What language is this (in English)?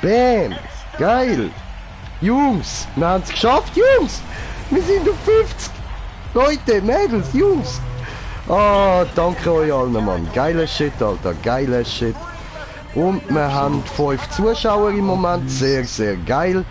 Swiss German